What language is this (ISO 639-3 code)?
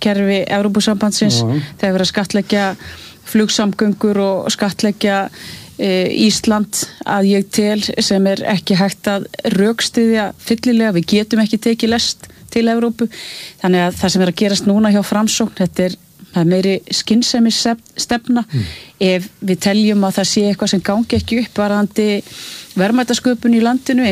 isl